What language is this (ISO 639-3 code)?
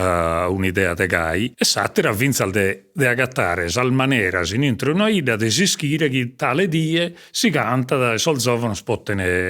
srd